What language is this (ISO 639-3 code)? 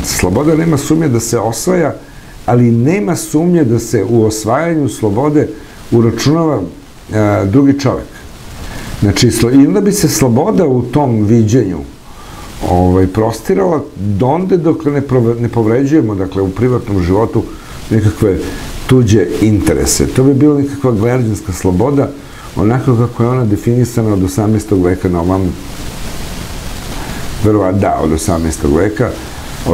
srp